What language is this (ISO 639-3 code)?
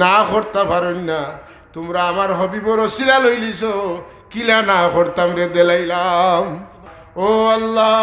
syl